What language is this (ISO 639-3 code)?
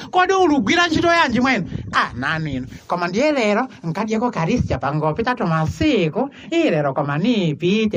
nya